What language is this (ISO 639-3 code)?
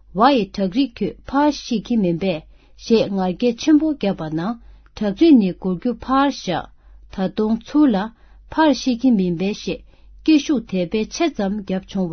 bod